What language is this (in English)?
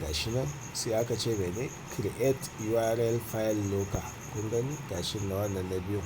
Hausa